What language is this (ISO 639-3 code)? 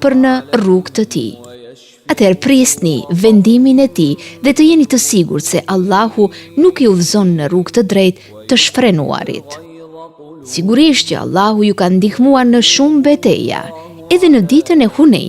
sqi